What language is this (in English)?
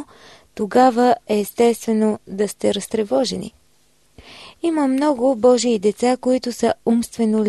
Bulgarian